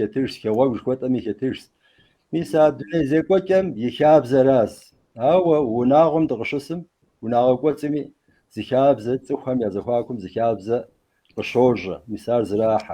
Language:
Kabardian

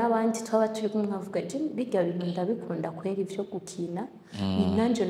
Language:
Rundi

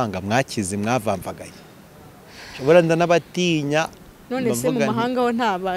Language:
Kinyarwanda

